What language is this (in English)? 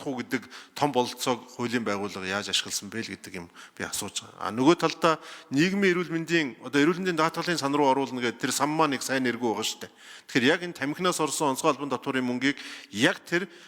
Mongolian